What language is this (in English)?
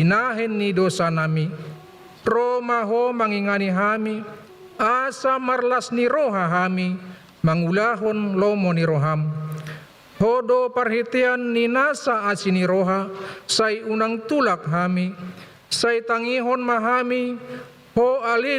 Batak Toba